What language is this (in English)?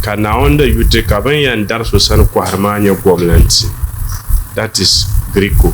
Dagbani